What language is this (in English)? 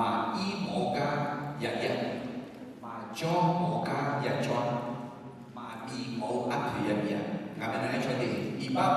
Akha